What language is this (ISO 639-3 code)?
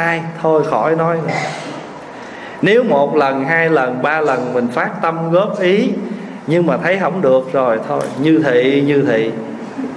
vie